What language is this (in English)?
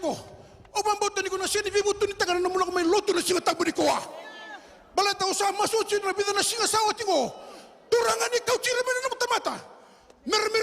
Fijian